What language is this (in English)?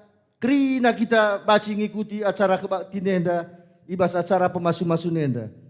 Batak Karo